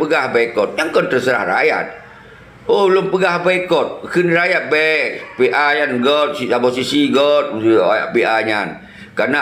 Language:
Achinese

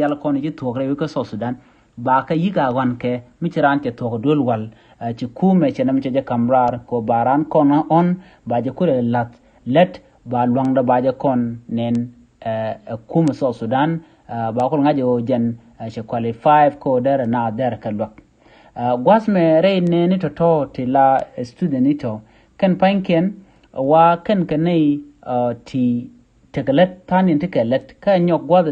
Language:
Nuer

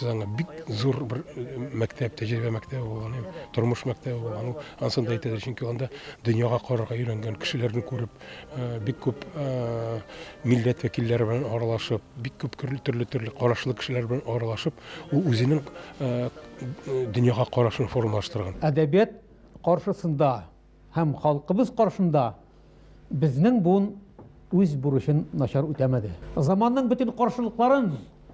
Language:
Tatar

